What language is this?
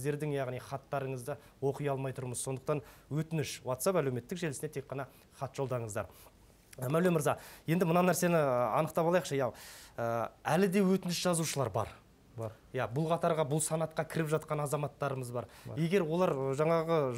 Kazakh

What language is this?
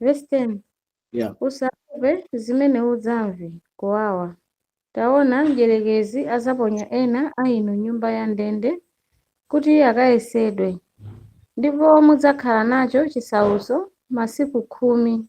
Nyanja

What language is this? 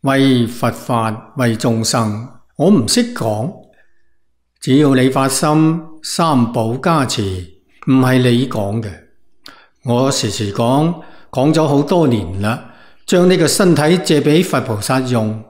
Cantonese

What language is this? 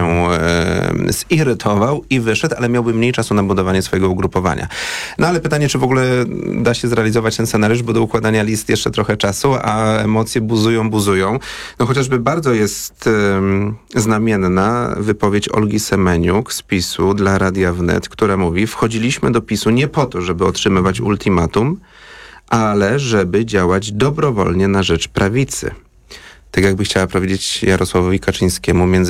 Polish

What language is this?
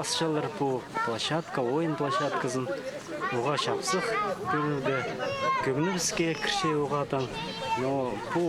Khakas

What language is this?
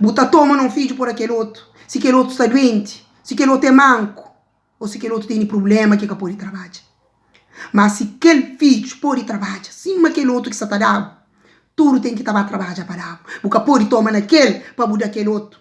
Kabuverdianu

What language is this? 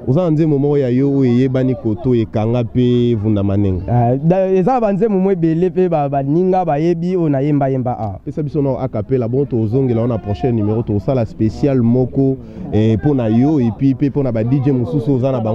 Lingala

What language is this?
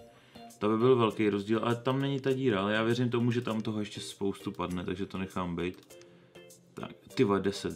Czech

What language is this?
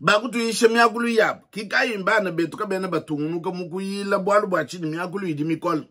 Luba-Lulua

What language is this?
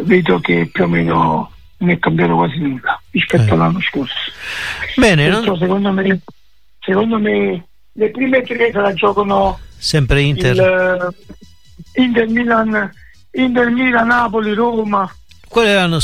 Italian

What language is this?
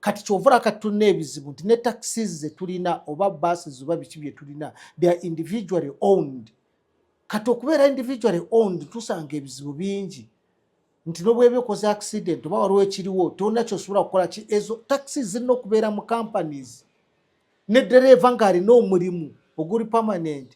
Ganda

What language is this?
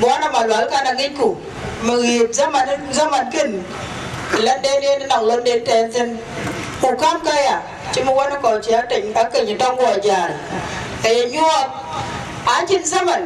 Dinka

